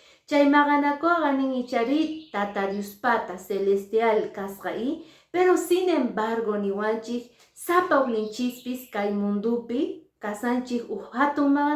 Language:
Quechua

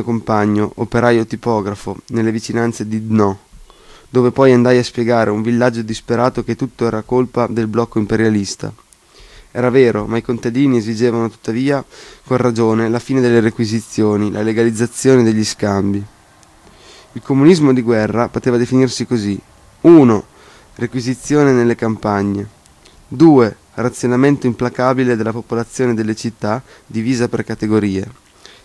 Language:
Italian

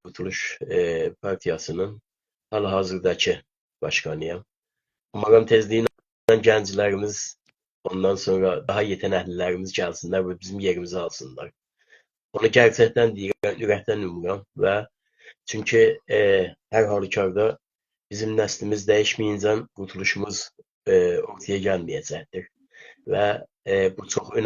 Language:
South Azerbaijani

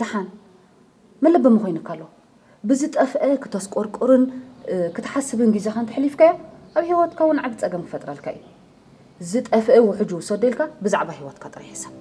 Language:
Tigrinya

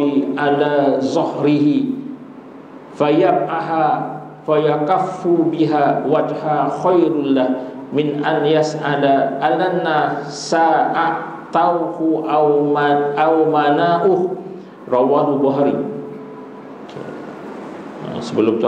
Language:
Malay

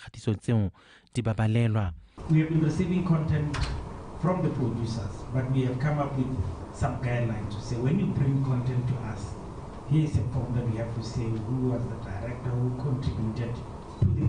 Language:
Tswana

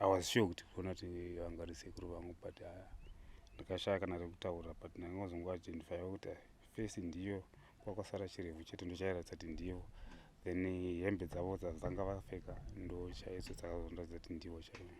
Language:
Shona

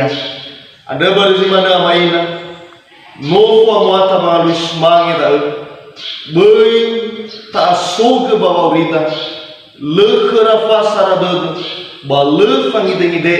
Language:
Nias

